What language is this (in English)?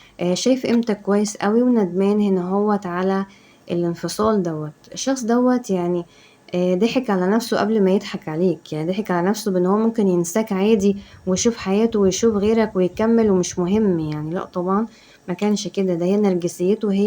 Egyptian Arabic